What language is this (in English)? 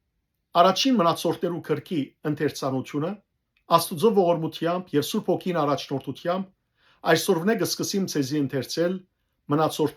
Western Armenian